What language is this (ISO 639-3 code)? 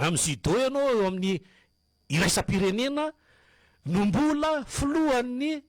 mlg